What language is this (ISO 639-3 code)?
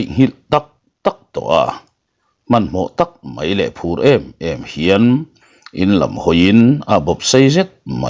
lus